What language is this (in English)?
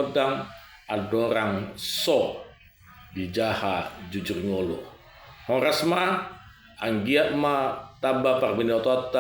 Batak Toba